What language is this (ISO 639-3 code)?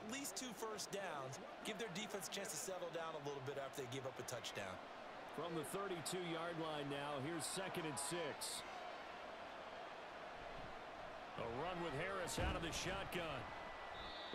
eng